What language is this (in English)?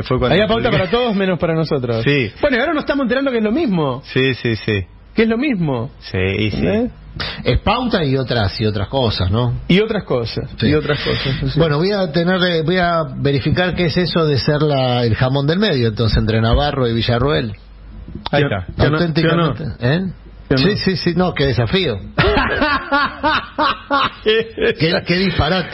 Spanish